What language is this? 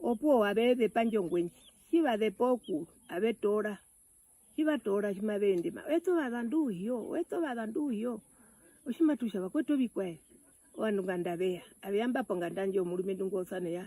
Herero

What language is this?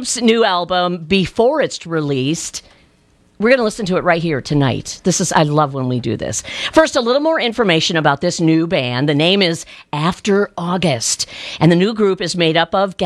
English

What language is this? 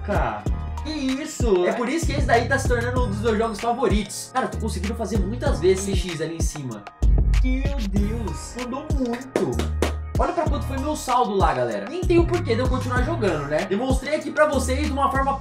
Portuguese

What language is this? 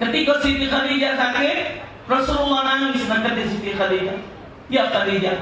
Musi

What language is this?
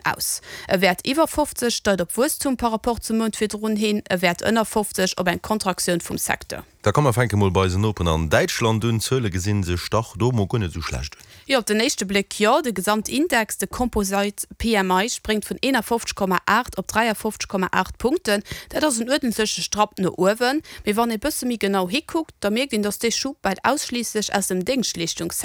Luxembourgish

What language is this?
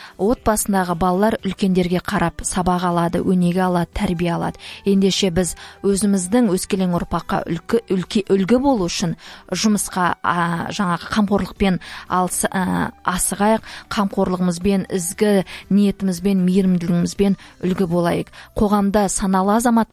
Kazakh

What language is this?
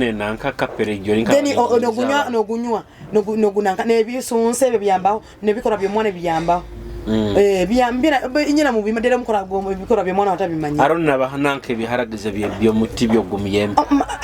Nyoro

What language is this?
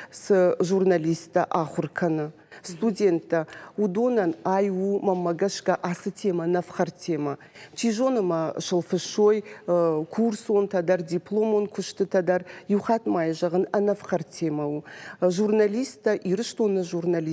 Ossetic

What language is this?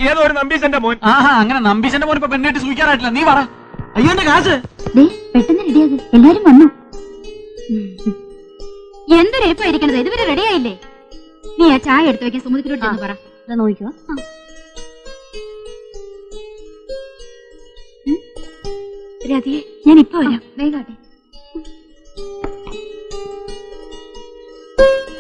Malayalam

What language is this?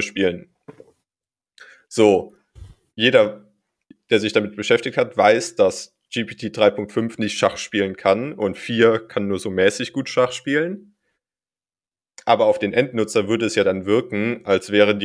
German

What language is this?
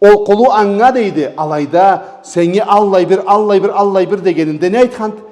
Karachay-Balkar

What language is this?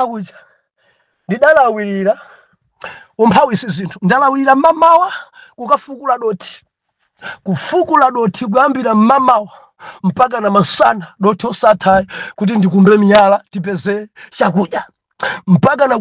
Nyanja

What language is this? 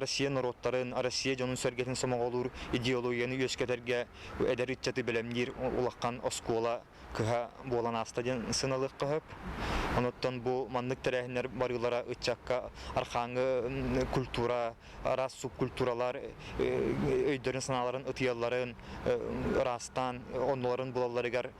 Yakut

